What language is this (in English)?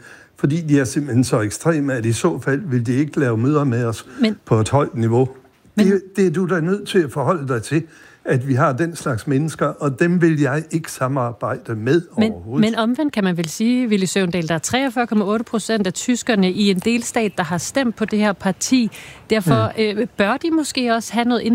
Danish